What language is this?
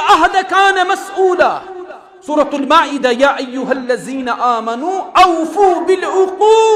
Kashmiri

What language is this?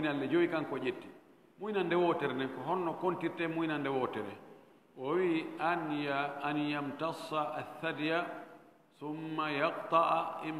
Fula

